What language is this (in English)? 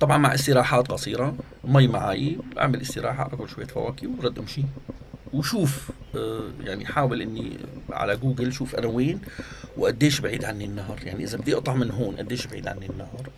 North Levantine Arabic